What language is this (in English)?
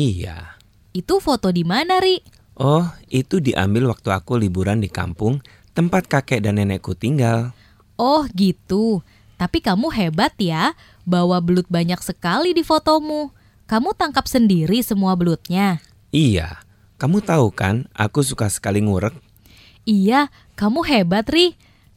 Indonesian